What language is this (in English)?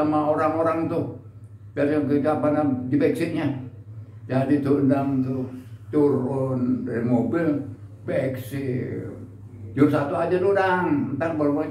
Betawi